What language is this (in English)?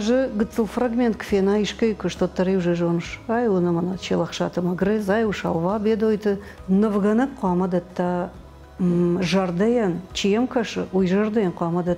Ossetic